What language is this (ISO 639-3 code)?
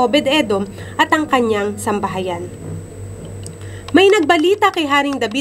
fil